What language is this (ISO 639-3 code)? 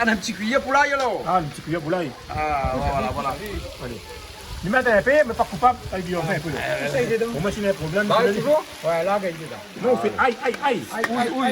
rcf